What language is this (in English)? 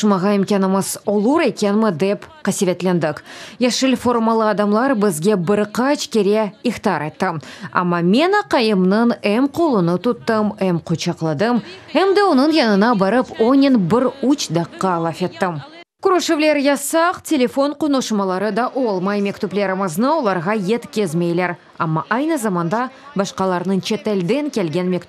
Crimean Tatar